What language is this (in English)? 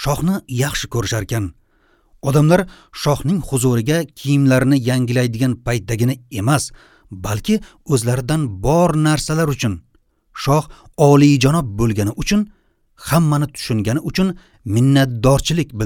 Uzbek